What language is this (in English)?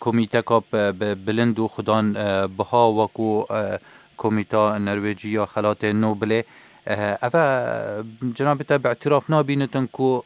Kurdish